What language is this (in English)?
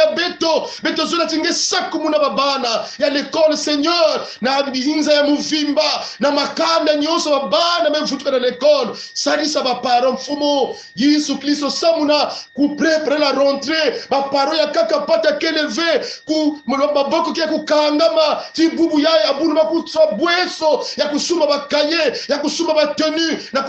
Kongo